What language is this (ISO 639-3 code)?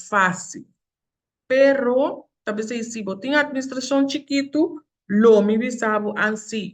pap